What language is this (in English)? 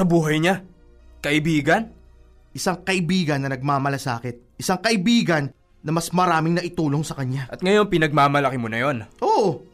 Filipino